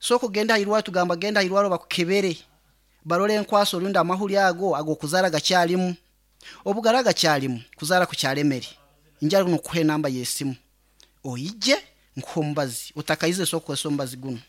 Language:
Nyankole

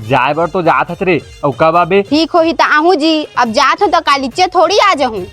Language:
Chhattisgarhi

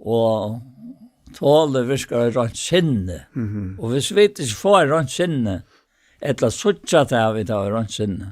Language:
Faroese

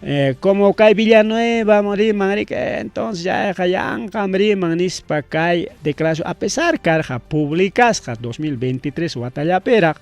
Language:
Ayacucho Quechua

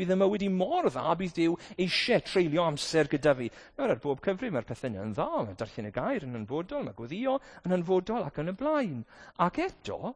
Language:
Welsh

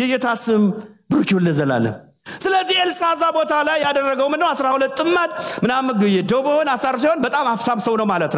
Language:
Amharic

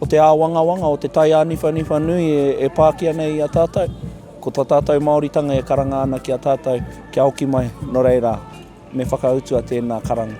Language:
Māori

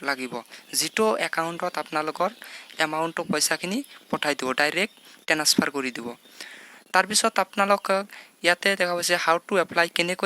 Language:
Assamese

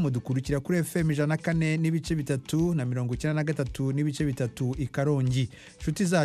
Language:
Kinyarwanda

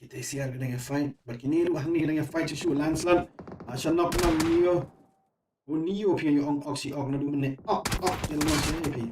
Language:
Khasi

